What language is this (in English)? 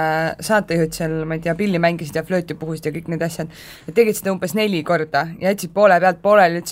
Estonian